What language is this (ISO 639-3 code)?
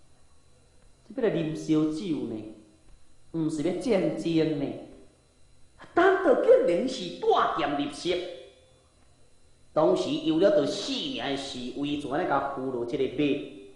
nan